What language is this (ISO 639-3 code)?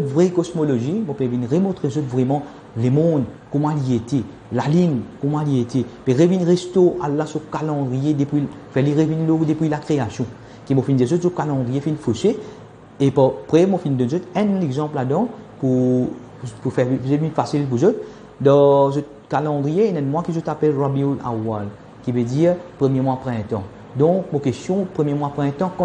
mfe